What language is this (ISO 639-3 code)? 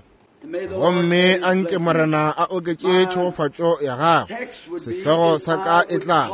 nso